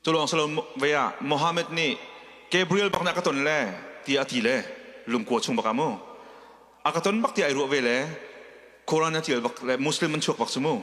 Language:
Hakha Chin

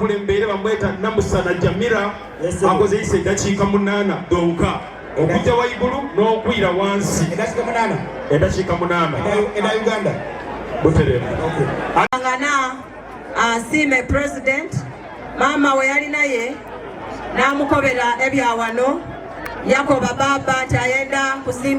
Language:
Soga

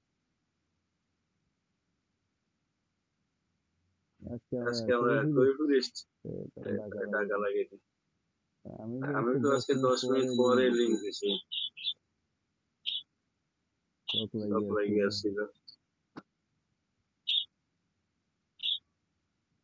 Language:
Bangla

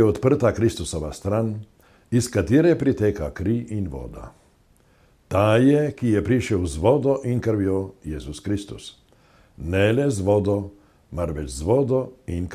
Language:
Slovenian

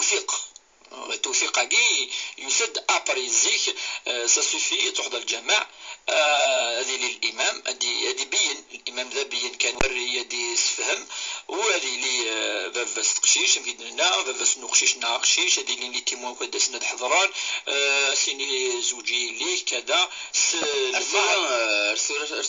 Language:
Kabyle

